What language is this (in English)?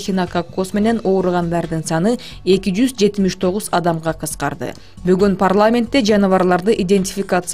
Kyrgyz